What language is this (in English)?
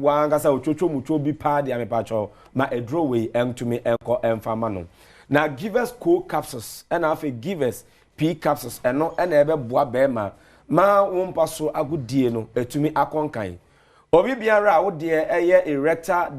Akan